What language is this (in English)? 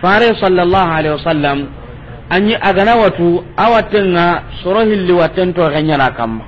Soninke